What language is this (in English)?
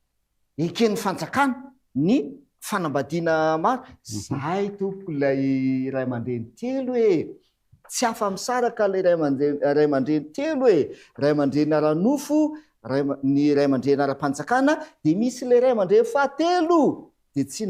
Malagasy